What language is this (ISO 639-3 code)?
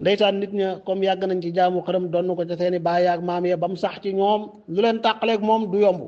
wol